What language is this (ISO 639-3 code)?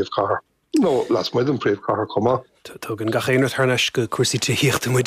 gle